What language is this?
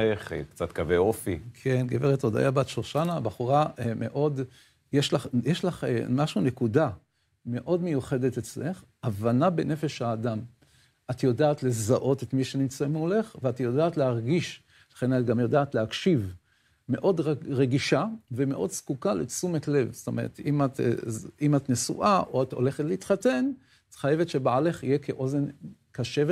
Hebrew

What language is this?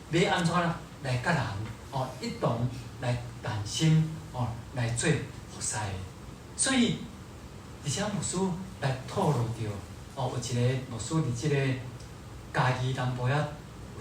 Min Nan Chinese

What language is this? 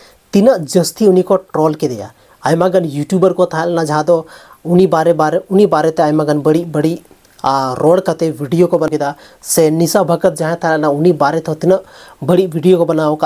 Santali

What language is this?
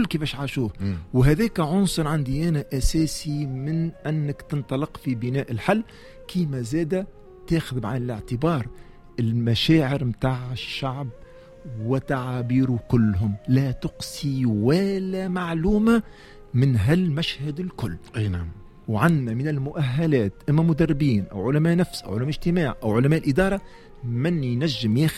Tunisian Arabic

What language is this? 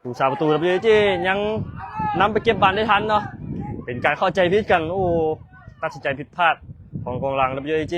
Lao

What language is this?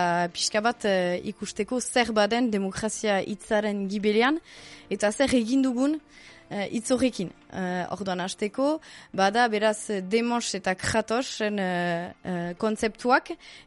Basque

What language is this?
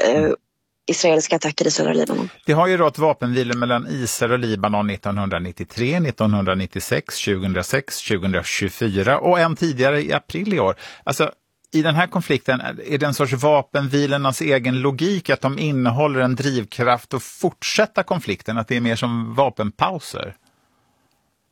Swedish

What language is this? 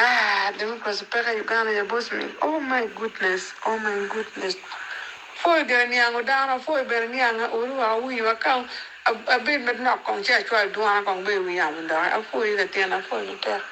Acoli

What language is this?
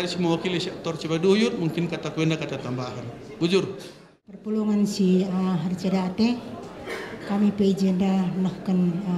Batak Karo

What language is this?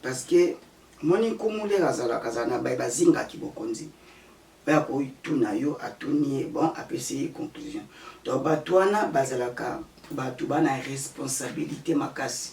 Lingala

